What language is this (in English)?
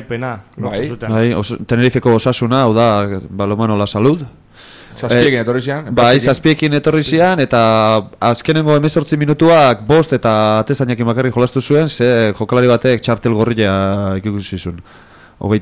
Basque